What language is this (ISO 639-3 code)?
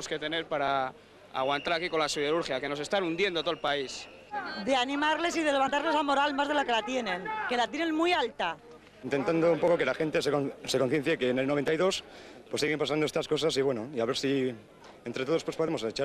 spa